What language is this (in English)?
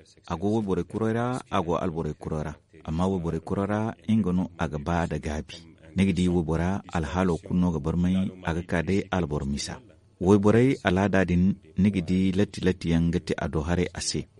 Zarma